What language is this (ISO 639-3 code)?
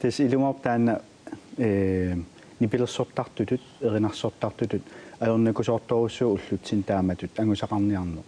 kal